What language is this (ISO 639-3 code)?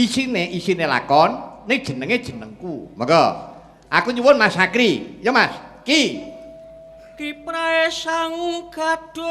jav